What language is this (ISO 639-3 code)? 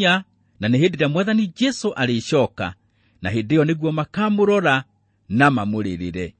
kik